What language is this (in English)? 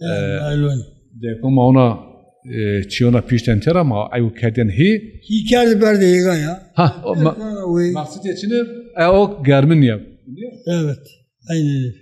Zaza